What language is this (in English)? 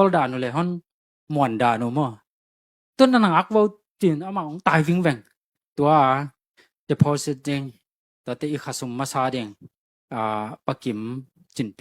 Tedim Chin